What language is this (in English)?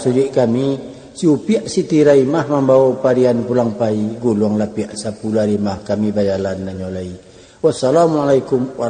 Minangkabau